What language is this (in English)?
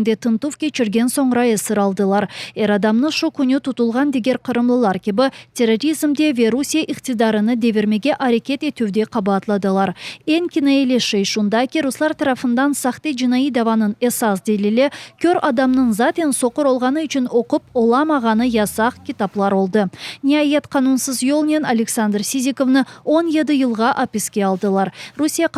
Crimean Tatar